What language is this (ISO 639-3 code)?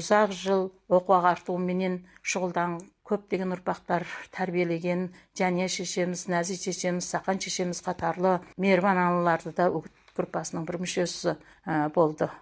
kaz